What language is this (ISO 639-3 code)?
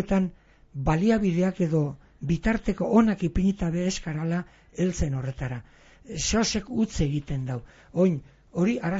eus